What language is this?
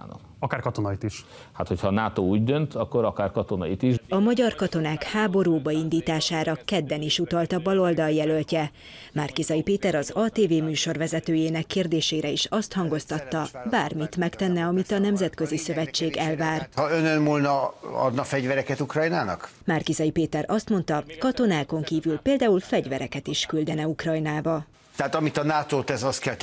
Hungarian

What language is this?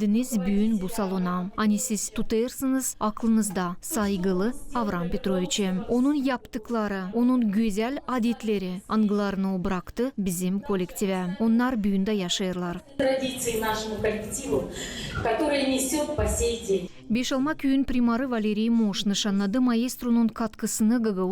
Gagauz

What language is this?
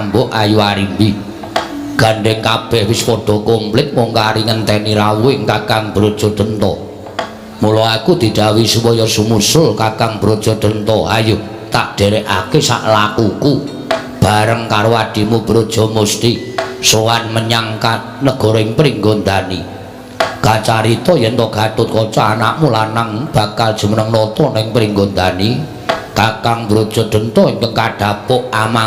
Javanese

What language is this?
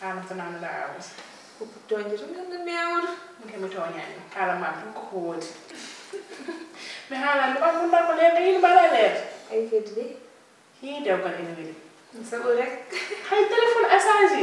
Fula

